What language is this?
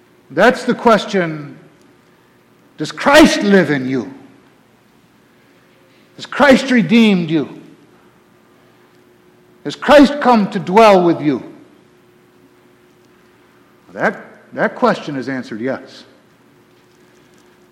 English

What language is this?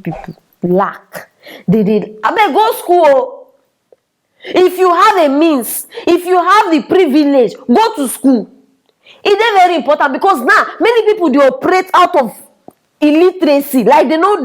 Nigerian Pidgin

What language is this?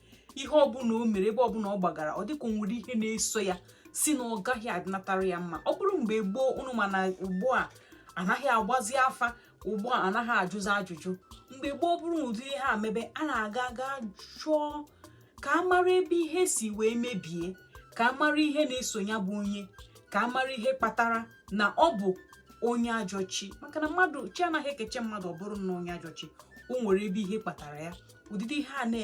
Igbo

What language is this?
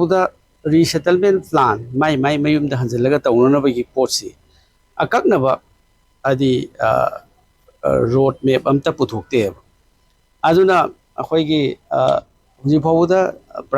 Manipuri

